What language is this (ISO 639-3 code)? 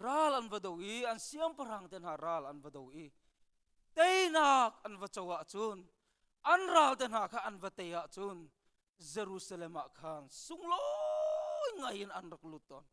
cnh